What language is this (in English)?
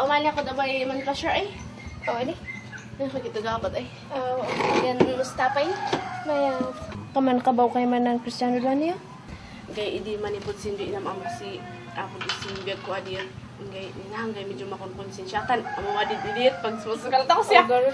Kankanaey